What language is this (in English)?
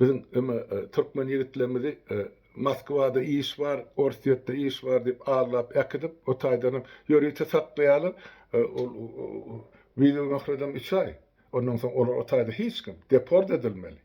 Turkmen